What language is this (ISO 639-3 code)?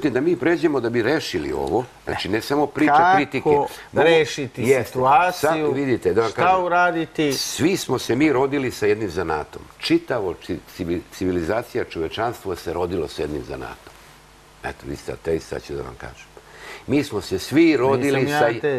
srp